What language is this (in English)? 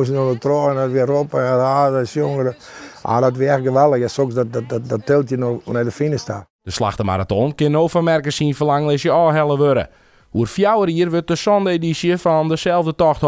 Western Frisian